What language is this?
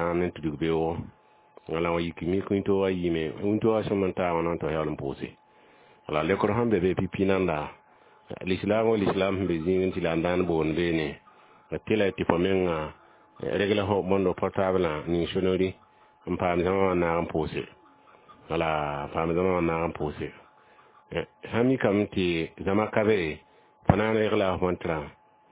Mossi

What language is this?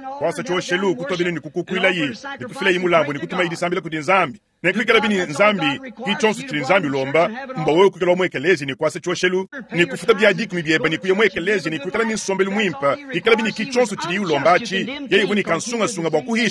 Luba-Lulua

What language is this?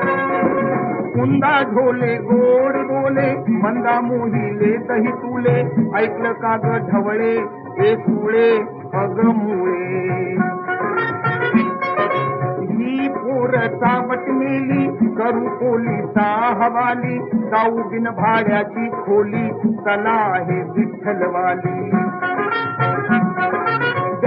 Marathi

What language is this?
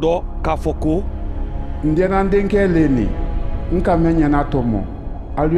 Mandingo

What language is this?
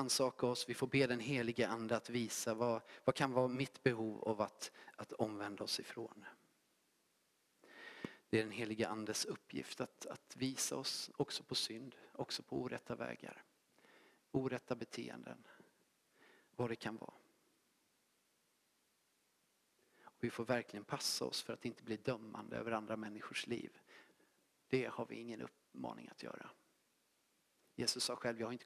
Swedish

